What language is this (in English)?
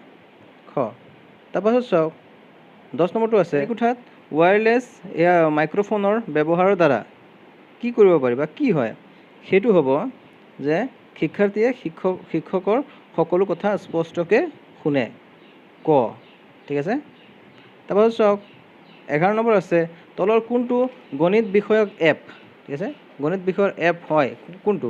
Assamese